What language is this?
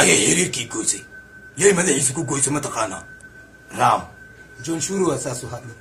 Somali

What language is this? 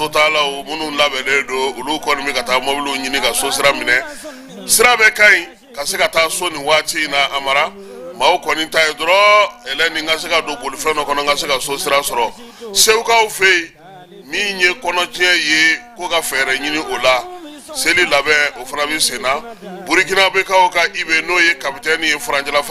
Bambara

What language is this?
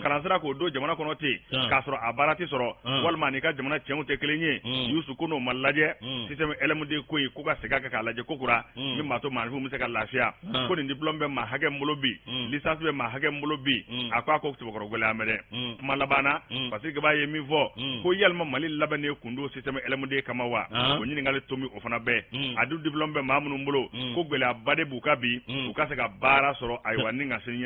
Bambara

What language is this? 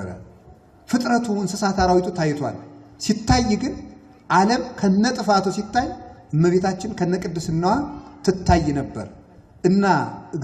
Amharic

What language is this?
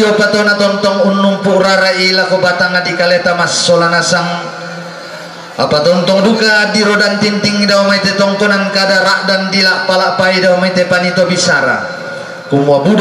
Toraja-Sa'dan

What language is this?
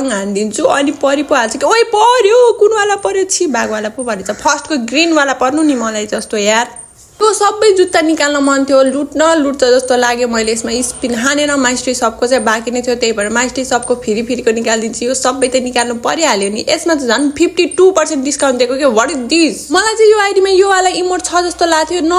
Nepali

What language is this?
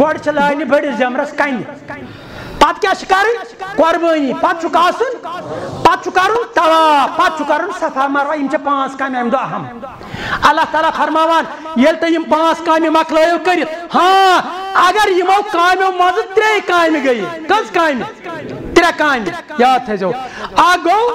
Kashmiri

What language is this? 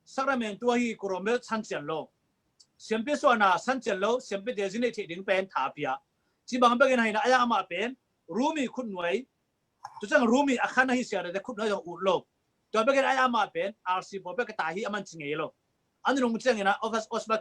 Tedim Chin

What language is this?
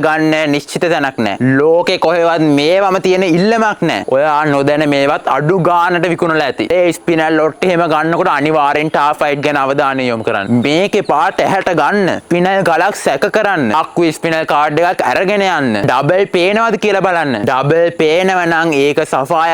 Sinhala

